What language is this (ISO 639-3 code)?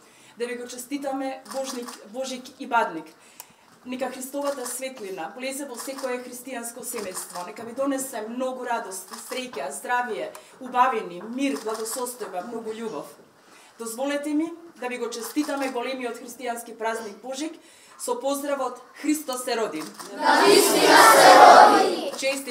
mkd